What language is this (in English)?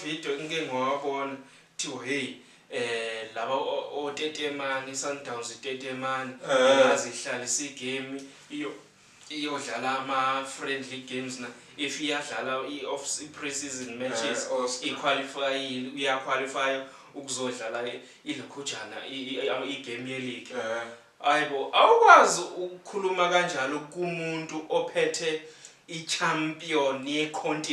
Zulu